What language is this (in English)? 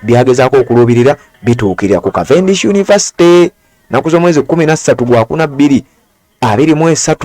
Ganda